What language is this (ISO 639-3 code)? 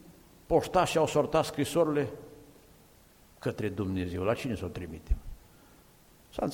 ron